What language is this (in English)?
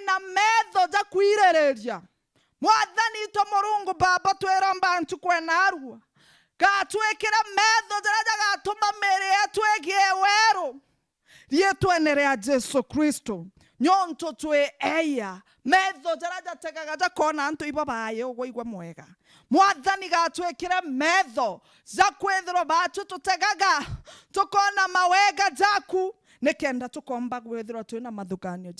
Meru